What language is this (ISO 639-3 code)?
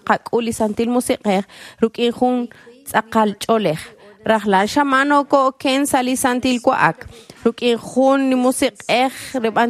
kek